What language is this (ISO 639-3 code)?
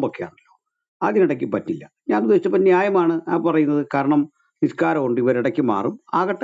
mal